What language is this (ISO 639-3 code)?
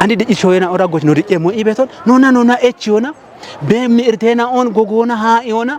kbr